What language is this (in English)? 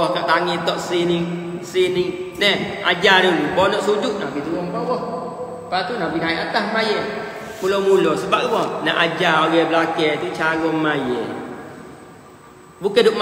Malay